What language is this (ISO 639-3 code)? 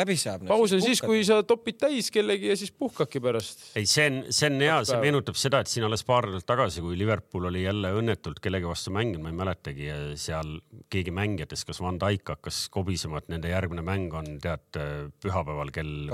est